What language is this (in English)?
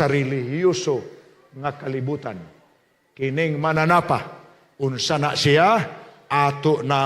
Cebuano